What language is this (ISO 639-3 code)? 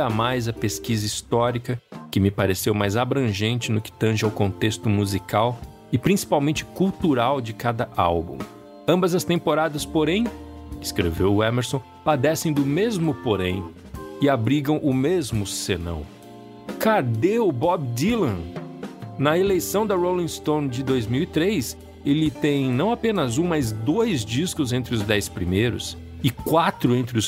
por